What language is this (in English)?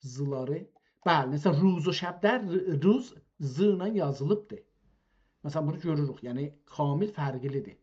South Azerbaijani